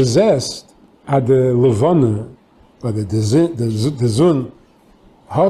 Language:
Yiddish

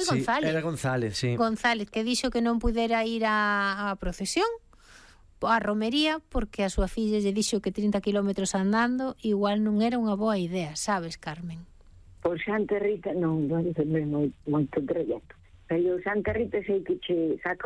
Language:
Galician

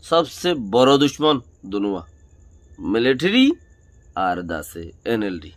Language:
Rohingya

